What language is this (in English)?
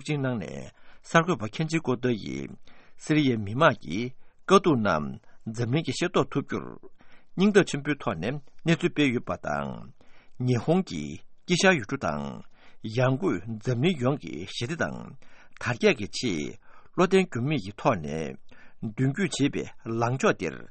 Tibetan